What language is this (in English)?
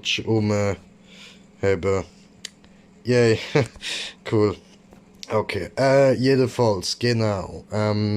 Swiss German